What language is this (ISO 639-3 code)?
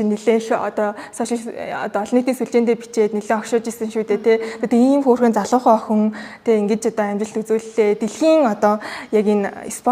mon